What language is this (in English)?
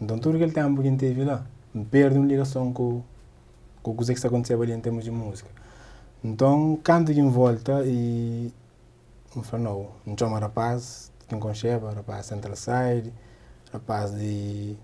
Kabuverdianu